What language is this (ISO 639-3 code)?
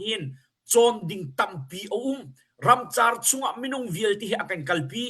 cnh